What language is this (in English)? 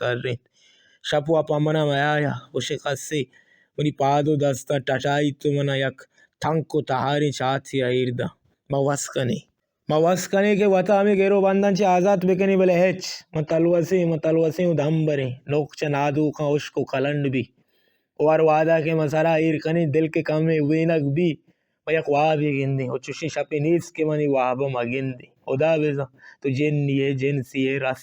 Baluchi